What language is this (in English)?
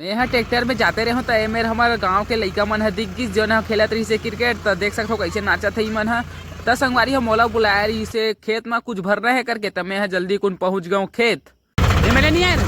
Chhattisgarhi